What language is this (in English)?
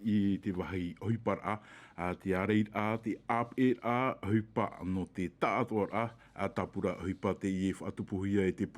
Tahitian